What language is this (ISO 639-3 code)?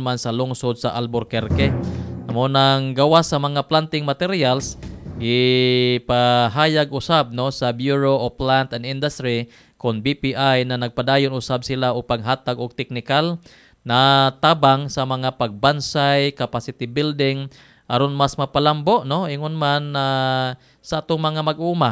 ceb